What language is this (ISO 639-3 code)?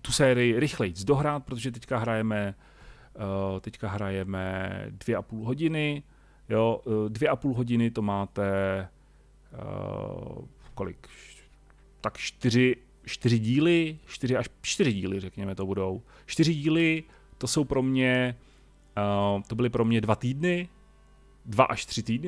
ces